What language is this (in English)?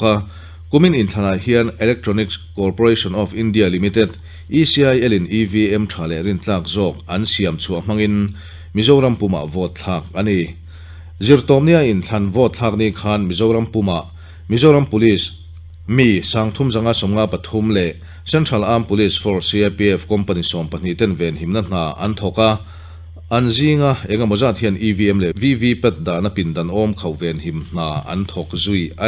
Mizo